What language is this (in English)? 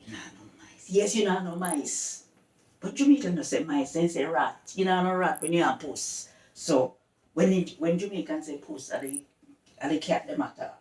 Jamaican Creole English